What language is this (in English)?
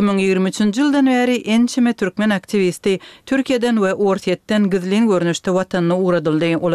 Turkmen